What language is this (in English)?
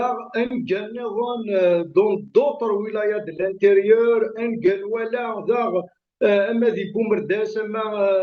Kabyle